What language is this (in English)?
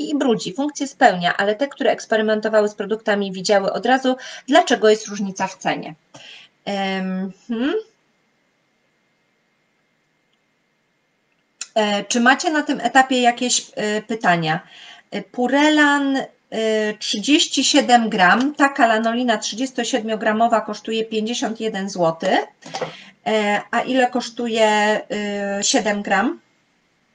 Polish